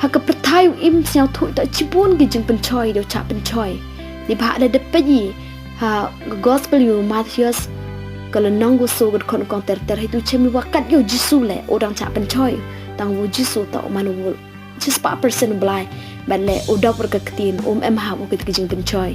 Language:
Pnar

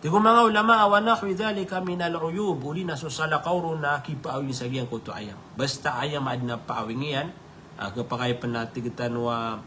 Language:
Maranao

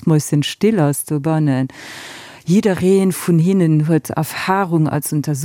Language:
Luxembourgish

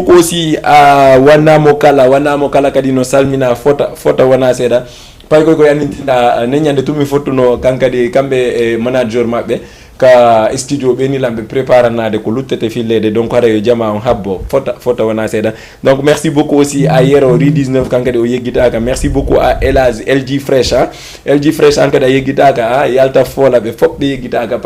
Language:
Fula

